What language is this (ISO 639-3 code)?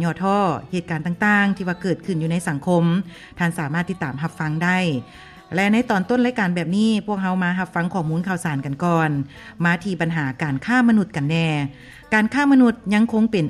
lao